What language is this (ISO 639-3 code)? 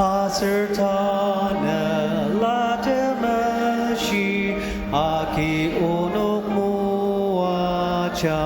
njo